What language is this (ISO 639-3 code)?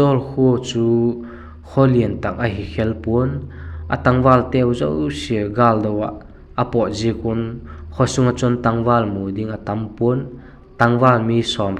vap